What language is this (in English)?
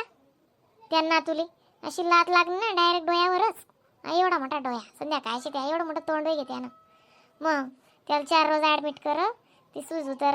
Khandesi